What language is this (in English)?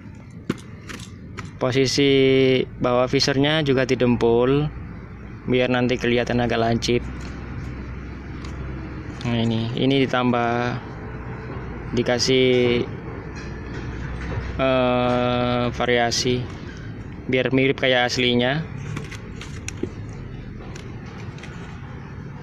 Indonesian